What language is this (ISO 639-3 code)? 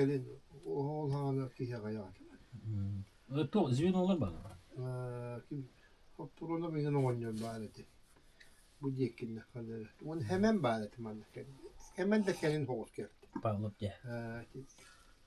sah